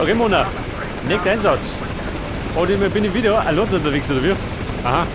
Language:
Bavarian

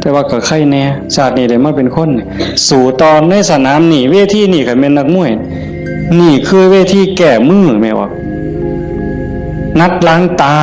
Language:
Northeastern Thai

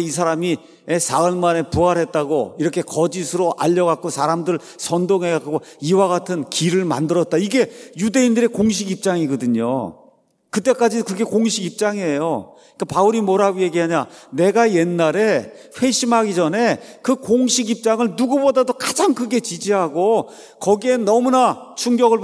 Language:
Korean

